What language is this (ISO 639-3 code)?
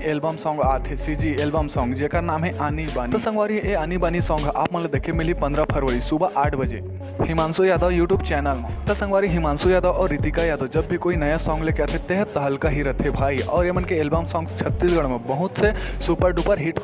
hne